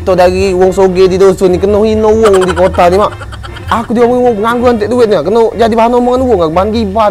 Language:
Musi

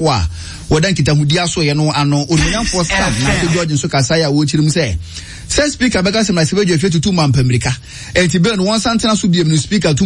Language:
Akan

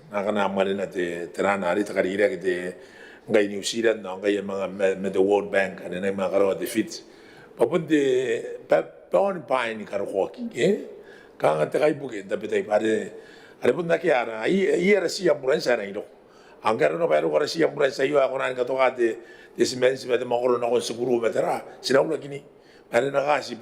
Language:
Gilbertese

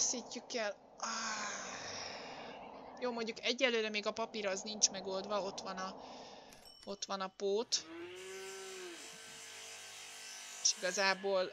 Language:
Hungarian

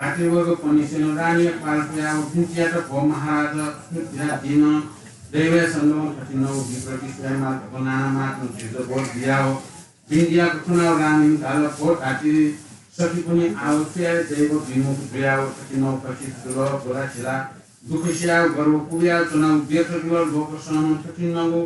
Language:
Newari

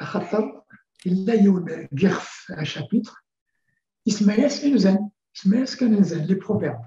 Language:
Kabyle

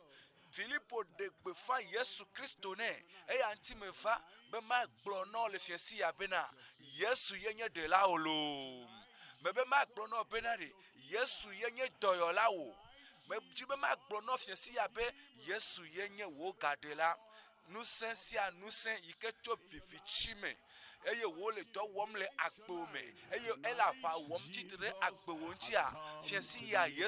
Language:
Ewe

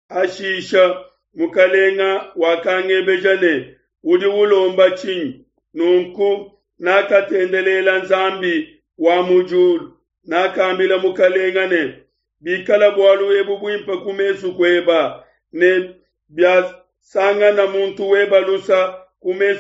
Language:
Luba-Lulua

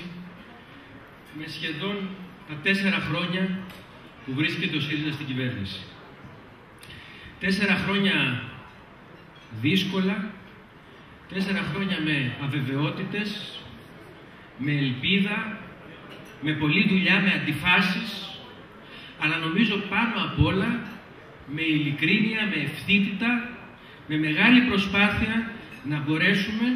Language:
Greek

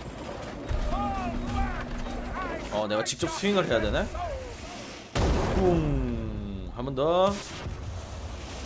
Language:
Korean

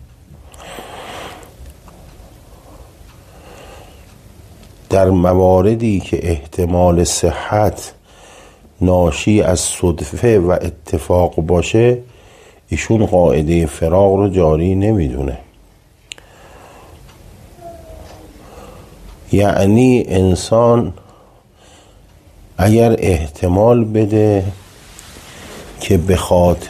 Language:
Persian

